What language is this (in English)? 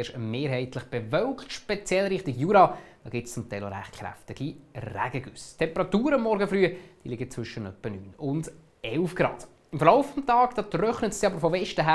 Swiss German